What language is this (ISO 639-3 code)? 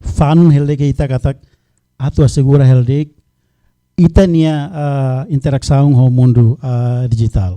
tet